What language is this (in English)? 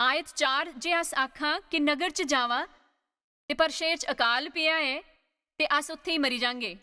Dogri